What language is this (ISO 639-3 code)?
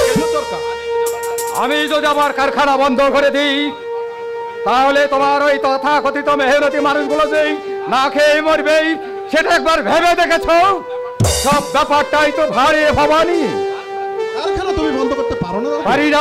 ben